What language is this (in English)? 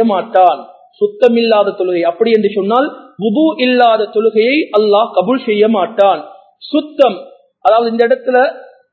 Tamil